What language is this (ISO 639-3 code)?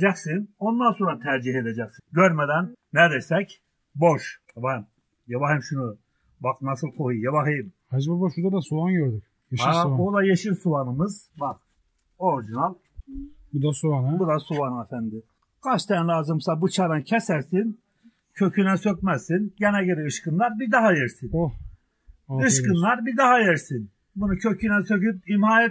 tur